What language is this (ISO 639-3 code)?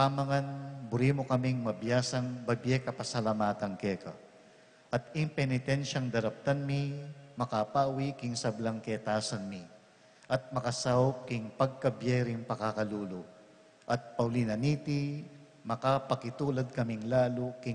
pam